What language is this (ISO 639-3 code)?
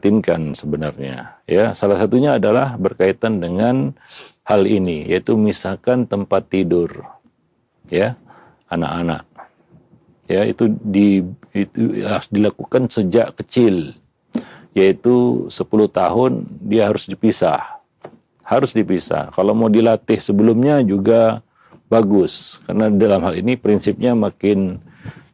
ind